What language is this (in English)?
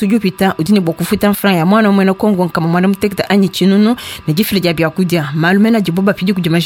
Luba-Lulua